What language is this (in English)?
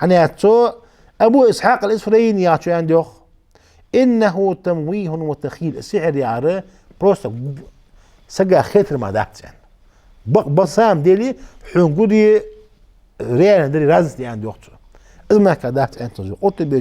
Ingush